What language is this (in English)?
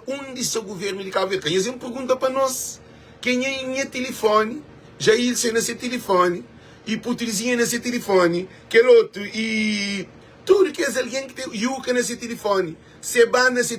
Kabuverdianu